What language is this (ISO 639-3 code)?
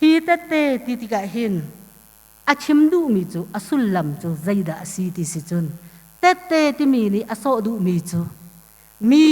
cnh